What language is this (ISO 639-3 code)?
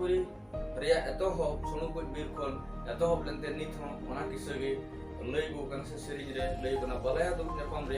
sat